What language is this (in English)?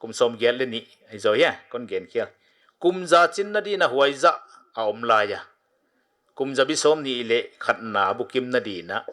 Paite Chin